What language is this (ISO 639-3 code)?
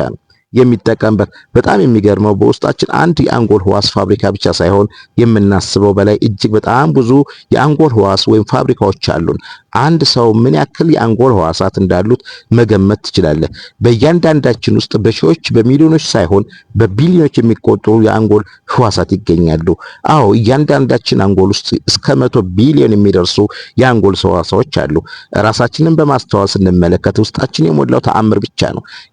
amh